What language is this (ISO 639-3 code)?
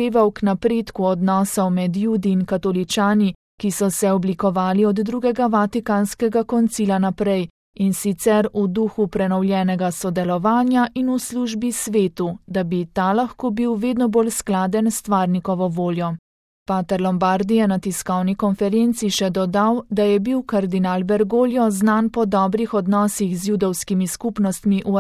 slv